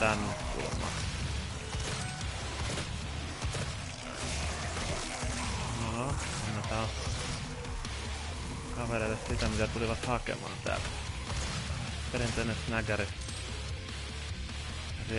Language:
Finnish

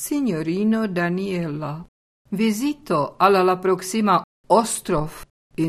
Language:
Esperanto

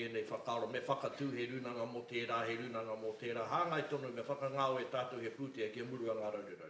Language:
Māori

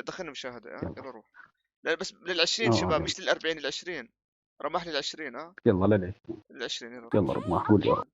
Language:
North Levantine Arabic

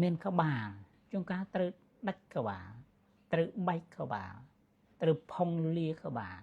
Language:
Khmer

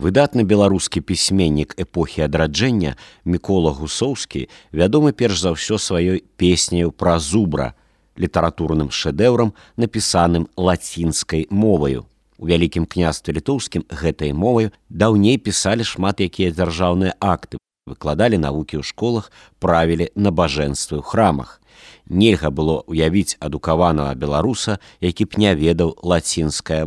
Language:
Belarusian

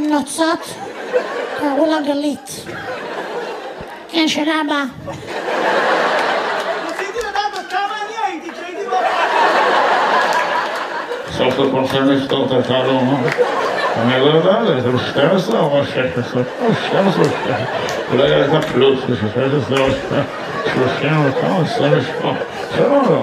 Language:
Hebrew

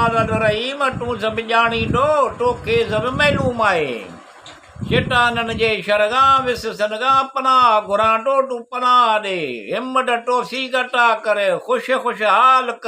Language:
Sindhi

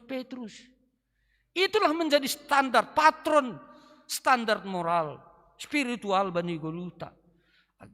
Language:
Batak Simalungun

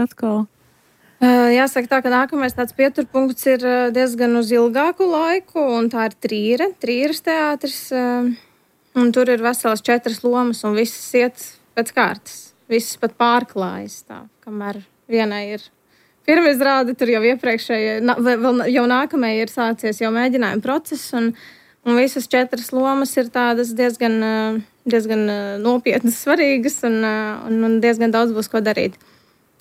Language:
Latvian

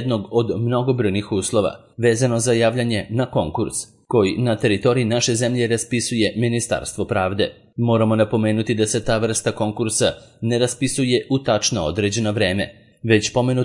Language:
Serbian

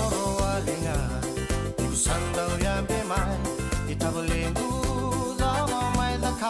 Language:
Fijian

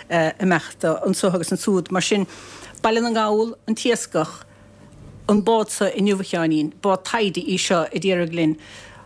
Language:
Irish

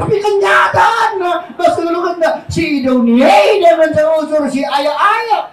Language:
Batak Karo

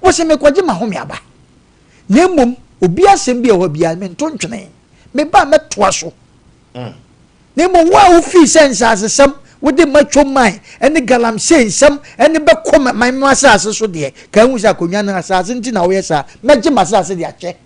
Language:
Akan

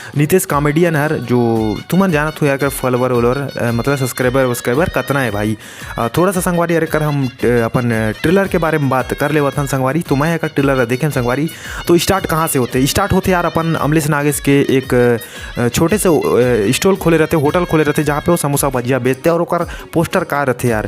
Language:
Chhattisgarhi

